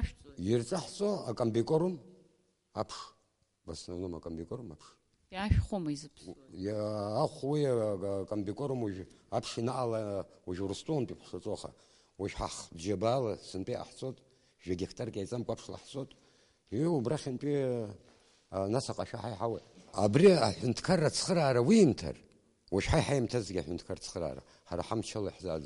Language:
Abkhazian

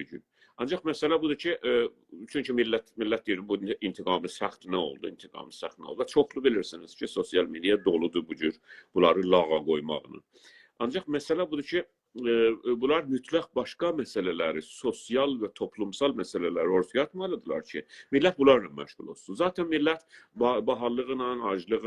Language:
South Azerbaijani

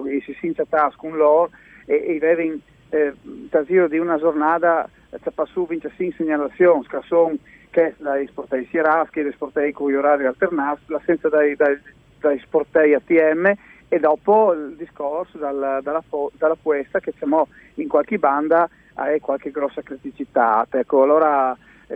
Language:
Friulian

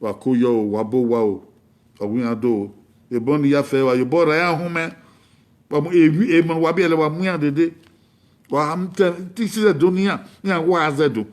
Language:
Bini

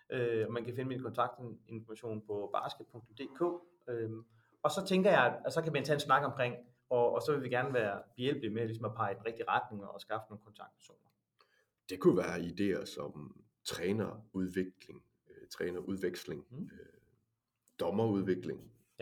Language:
Danish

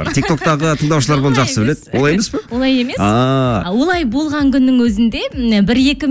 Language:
Kazakh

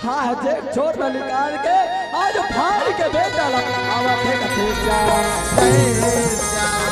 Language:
Chhattisgarhi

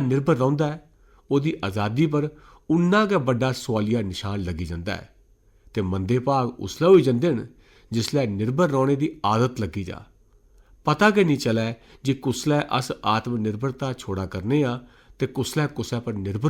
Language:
Dogri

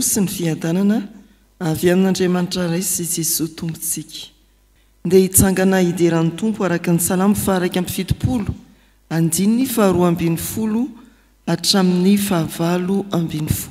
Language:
Malagasy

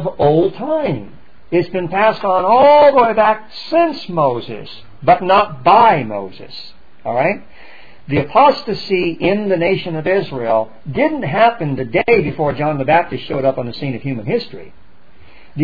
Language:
English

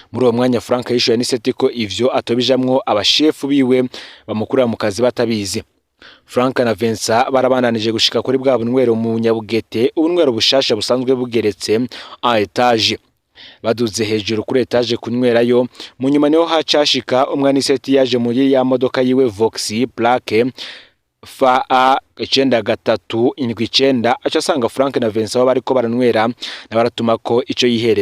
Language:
Rundi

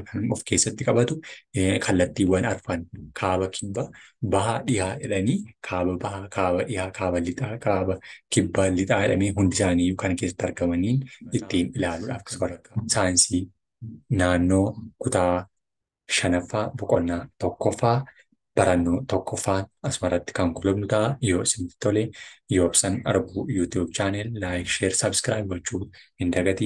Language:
Oromo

